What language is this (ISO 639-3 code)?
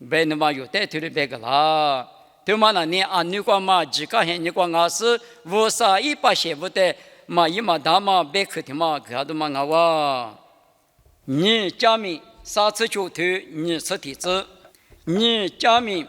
lis